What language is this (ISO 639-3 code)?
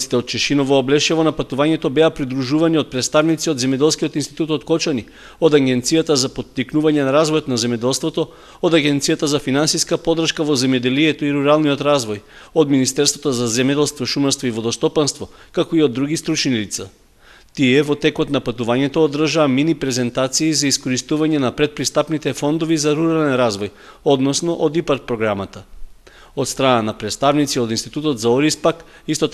mkd